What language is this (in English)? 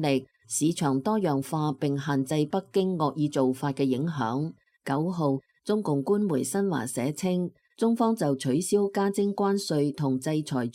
Cantonese